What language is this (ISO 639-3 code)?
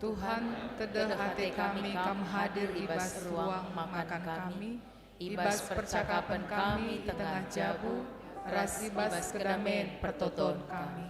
btx